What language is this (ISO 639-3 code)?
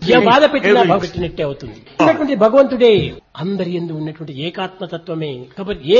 tel